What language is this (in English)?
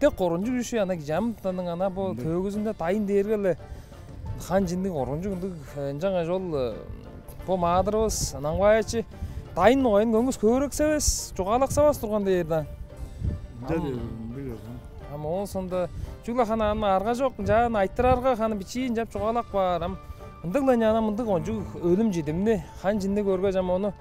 Tuvinian